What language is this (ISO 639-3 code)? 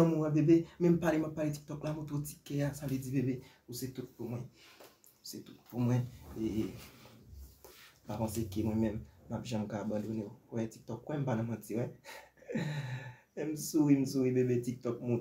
hat